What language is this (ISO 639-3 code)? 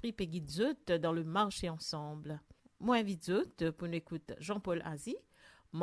mfe